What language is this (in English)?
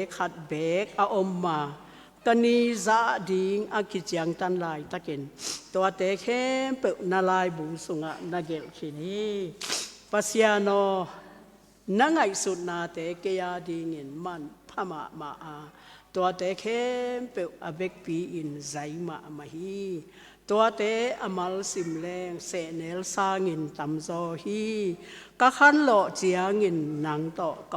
Tedim Chin